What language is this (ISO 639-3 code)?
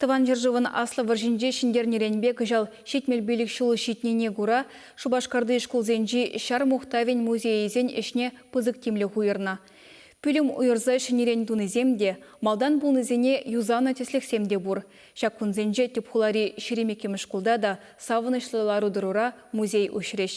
chv